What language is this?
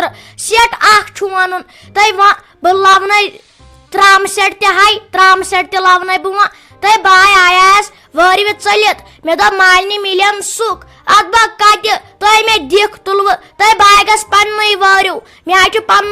Kashmiri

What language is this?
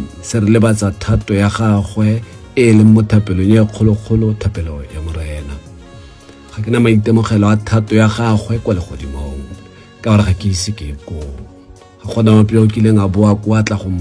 Tswana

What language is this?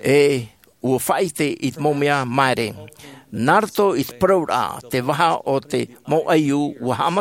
Tahitian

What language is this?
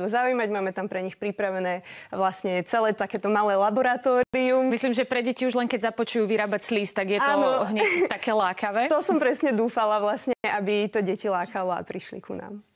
Slovak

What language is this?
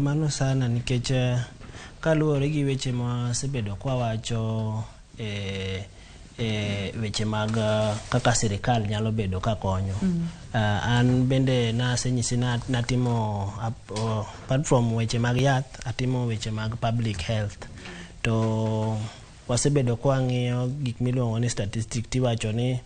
Luo (Kenya and Tanzania)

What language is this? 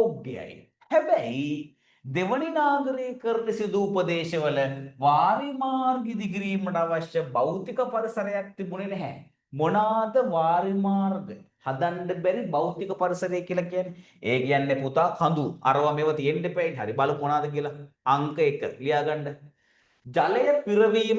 Sinhala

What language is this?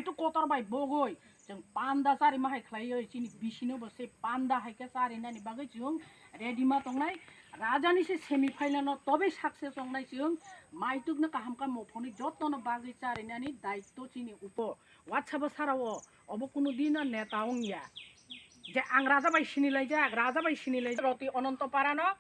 Kok Borok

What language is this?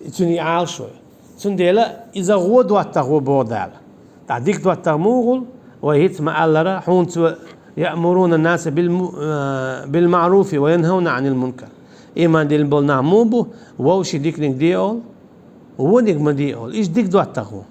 Chechen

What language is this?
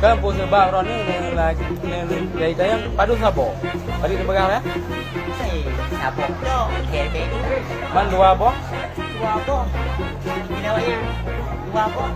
Achinese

